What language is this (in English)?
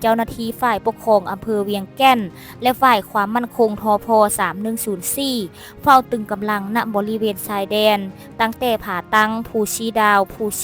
Lao